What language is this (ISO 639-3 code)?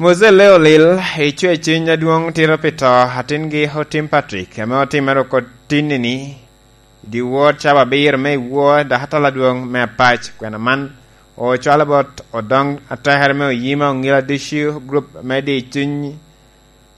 laj